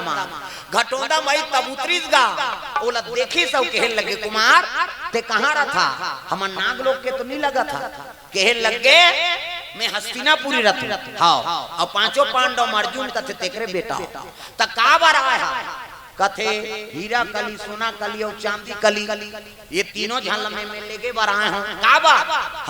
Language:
Chhattisgarhi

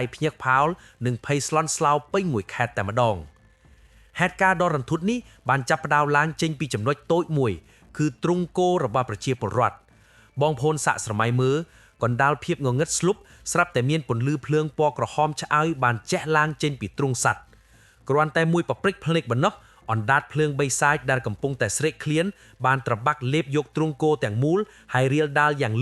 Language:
Khmer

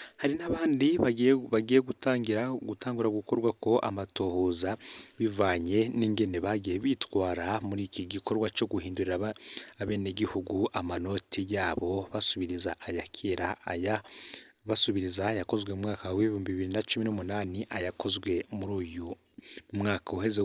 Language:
Rundi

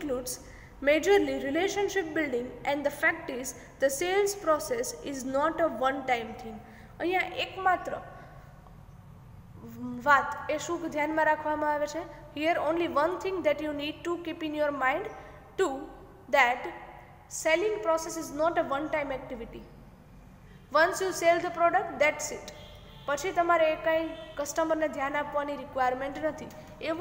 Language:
Gujarati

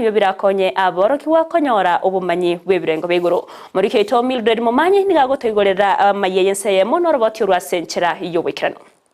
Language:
Gusii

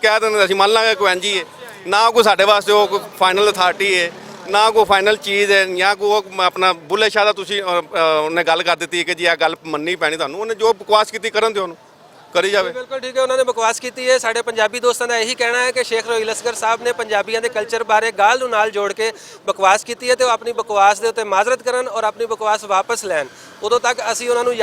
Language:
Western Panjabi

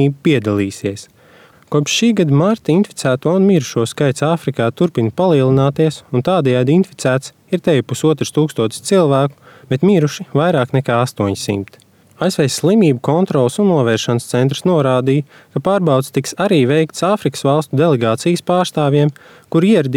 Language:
Latvian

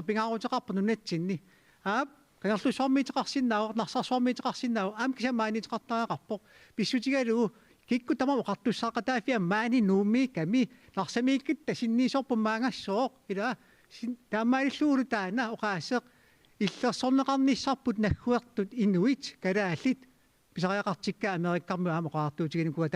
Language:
Kalaallisut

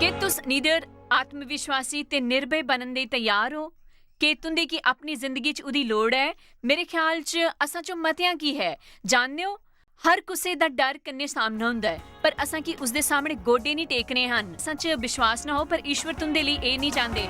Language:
Dogri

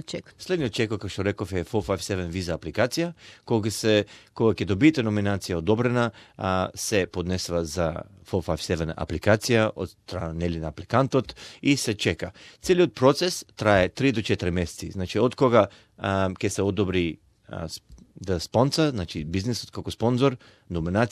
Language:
Macedonian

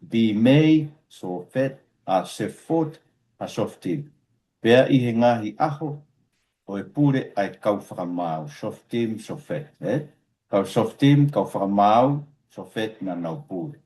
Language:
Tongan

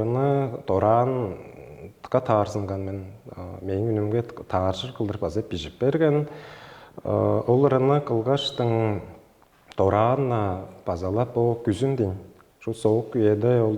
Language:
Tuvinian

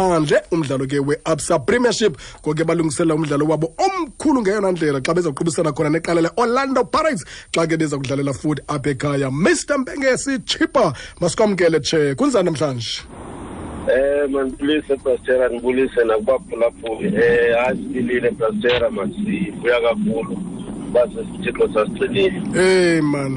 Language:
Xhosa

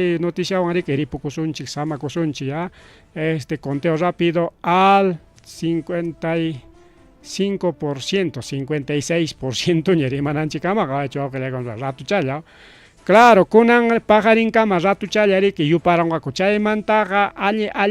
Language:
Ayacucho Quechua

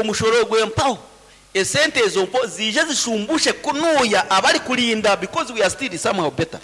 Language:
Nyankole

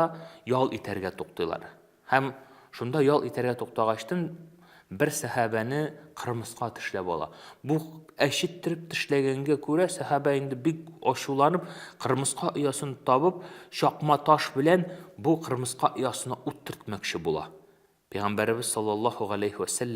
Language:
Tatar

